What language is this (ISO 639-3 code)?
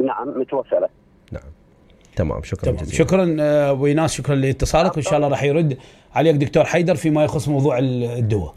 acm